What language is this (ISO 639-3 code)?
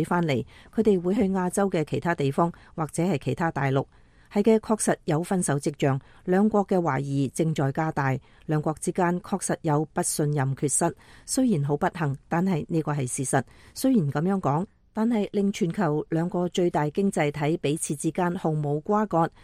yue